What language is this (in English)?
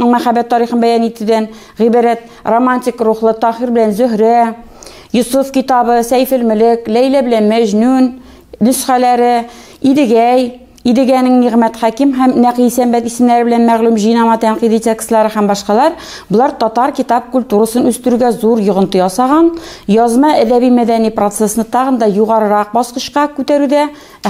Tatar